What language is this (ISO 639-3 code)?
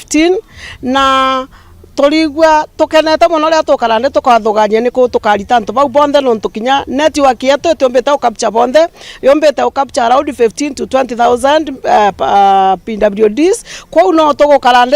mer